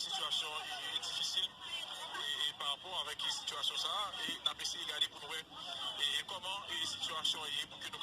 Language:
Haitian Creole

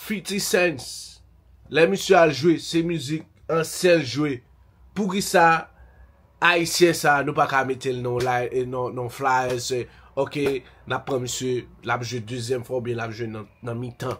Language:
Haitian Creole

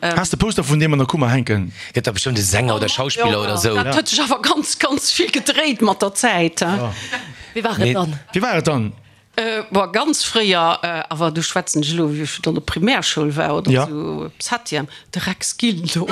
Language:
Luxembourgish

